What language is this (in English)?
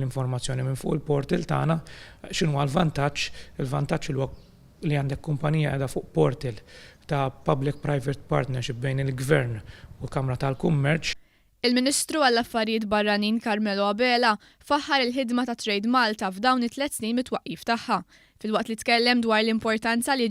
Maltese